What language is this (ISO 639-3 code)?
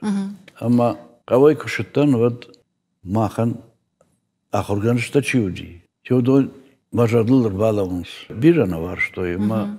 oss